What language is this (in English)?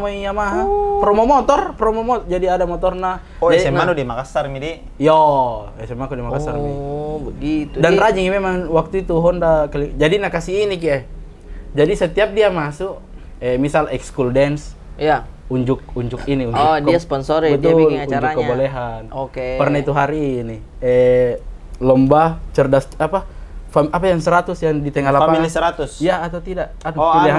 Makassar Malay